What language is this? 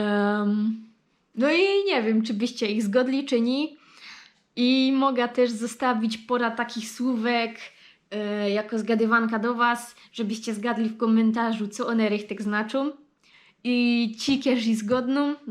Silesian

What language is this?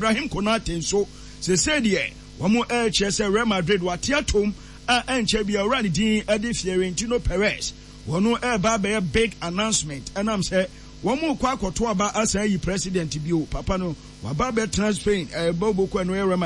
Akan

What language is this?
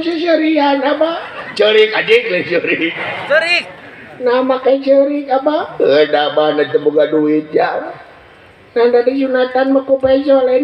Sundanese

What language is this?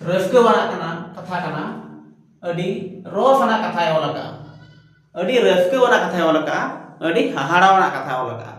Santali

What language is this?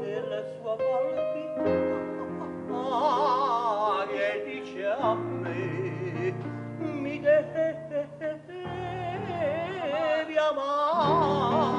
Neapolitan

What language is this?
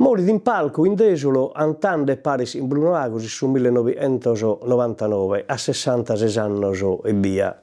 Sardinian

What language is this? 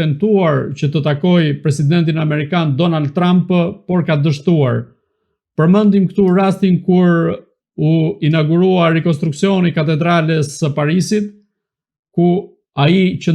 Albanian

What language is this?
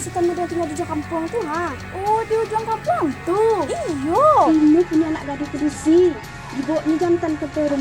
Minangkabau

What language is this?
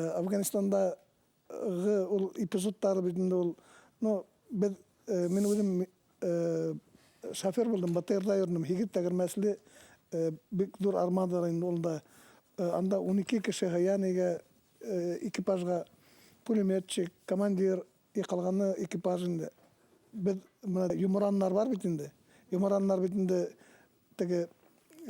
Bashkir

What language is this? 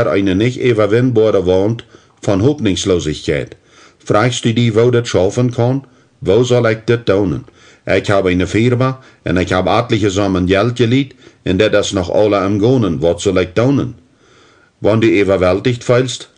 Plautdietsch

